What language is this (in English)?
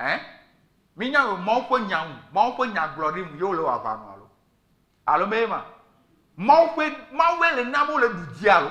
Ewe